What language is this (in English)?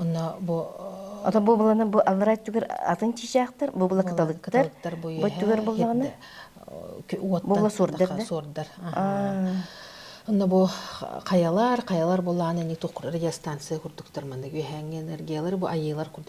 Yakut